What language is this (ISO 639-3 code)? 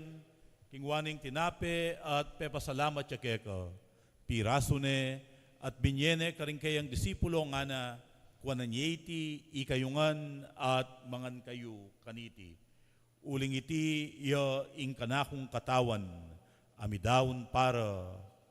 pam